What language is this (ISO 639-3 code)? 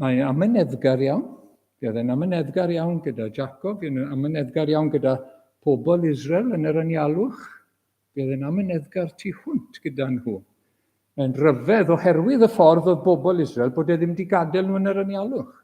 cym